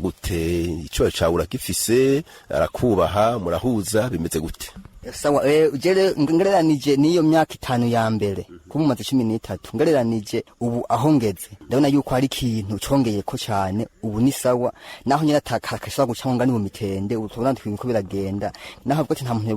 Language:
Rundi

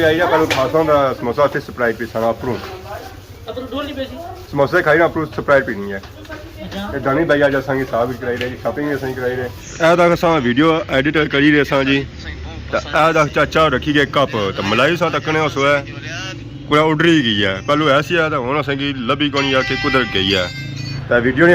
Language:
Pahari-Potwari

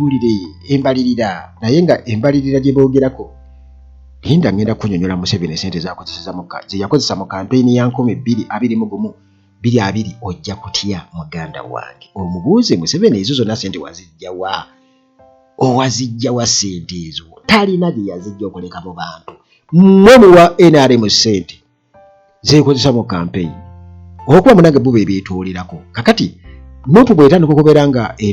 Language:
Ganda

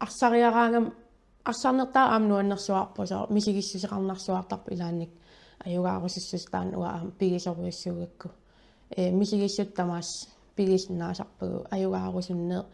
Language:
Kalaallisut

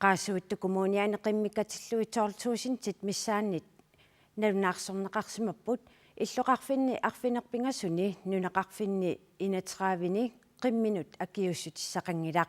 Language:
Kalaallisut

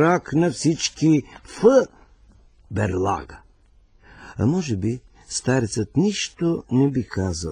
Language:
Bulgarian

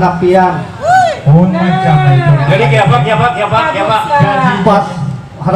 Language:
Banjar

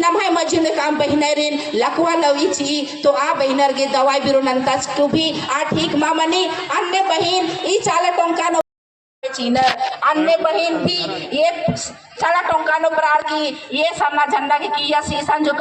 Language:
Kurukh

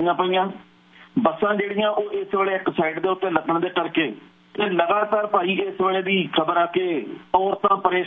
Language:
Punjabi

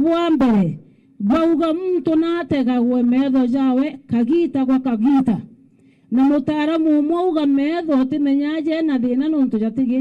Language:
Meru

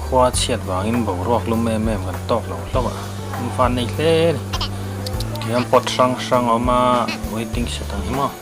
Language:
Mizo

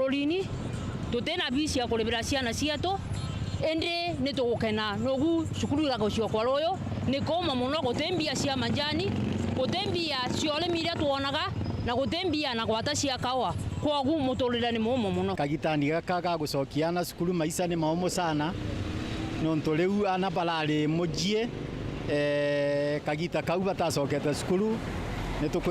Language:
Meru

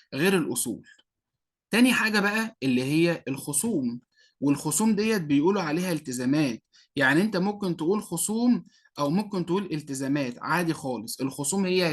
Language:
Egyptian Arabic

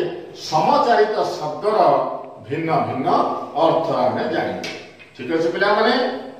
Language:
Odia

